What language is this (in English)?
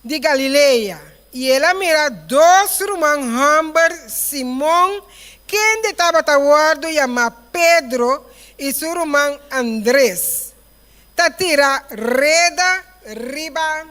Papiamento